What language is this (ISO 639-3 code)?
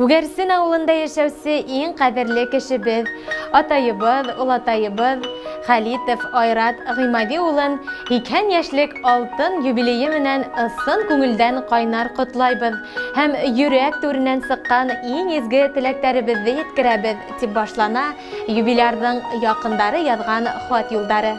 bak